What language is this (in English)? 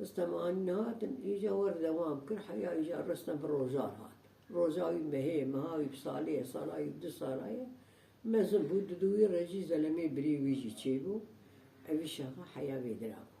Kurdish